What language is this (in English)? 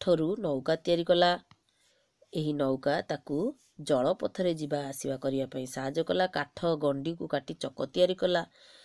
Odia